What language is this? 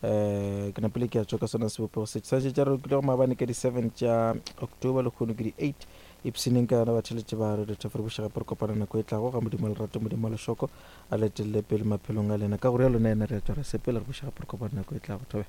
Northern Sotho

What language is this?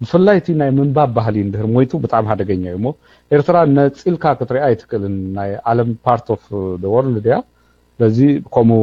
Tigrinya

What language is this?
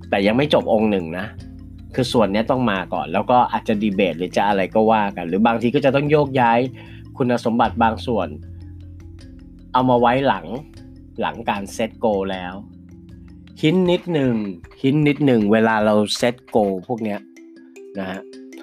Thai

